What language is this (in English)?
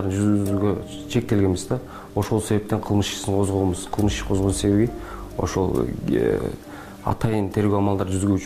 Kyrgyz